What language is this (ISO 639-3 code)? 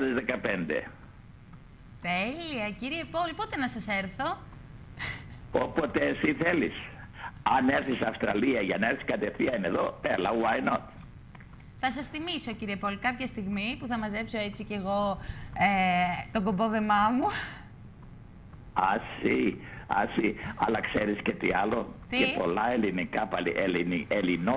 ell